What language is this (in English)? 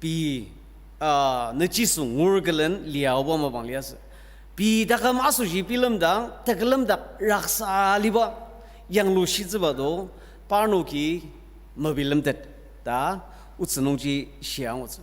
Ao Naga